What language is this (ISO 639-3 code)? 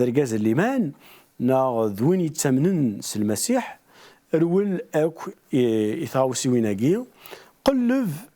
kab